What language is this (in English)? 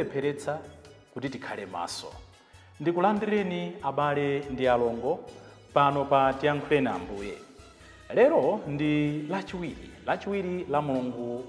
Nyanja